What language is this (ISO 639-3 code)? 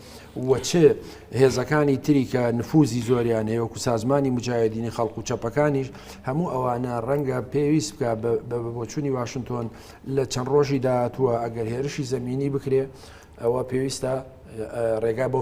ckb